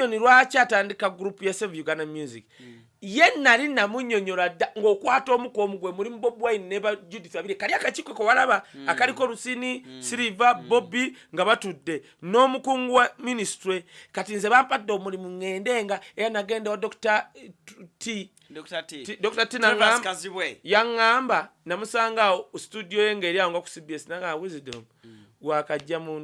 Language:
Ganda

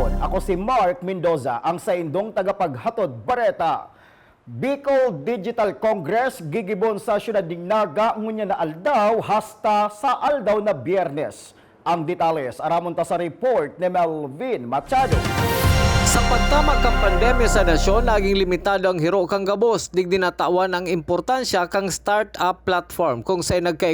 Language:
Bikol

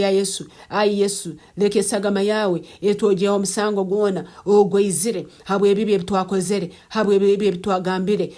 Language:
Nyankole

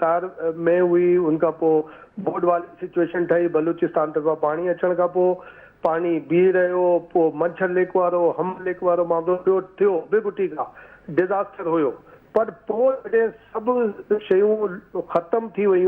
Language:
Sindhi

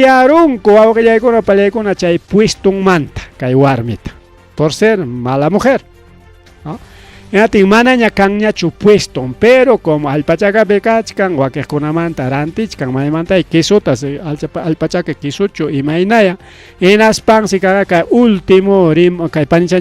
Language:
Ayacucho Quechua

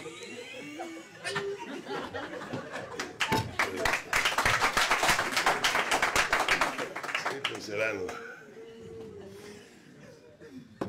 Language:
Hebrew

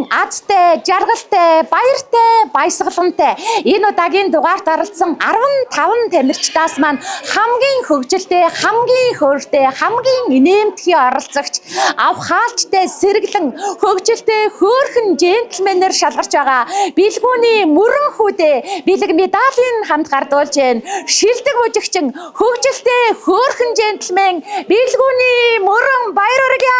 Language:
Mongolian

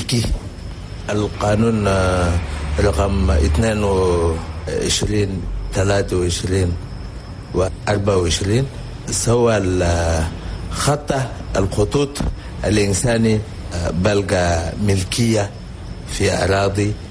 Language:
Chadian Arabic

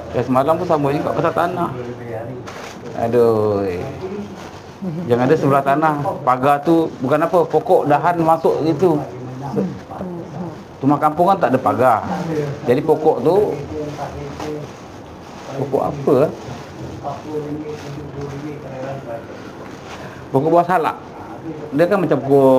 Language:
Malay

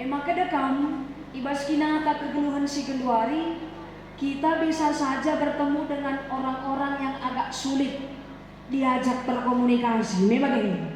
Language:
Batak Karo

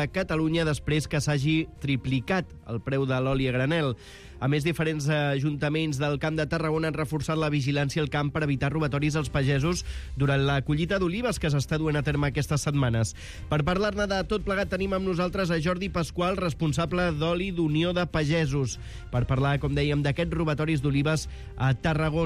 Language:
Catalan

